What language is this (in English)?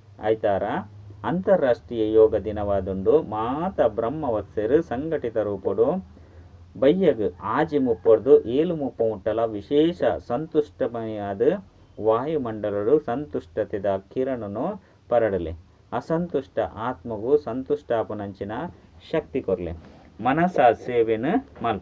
Tulu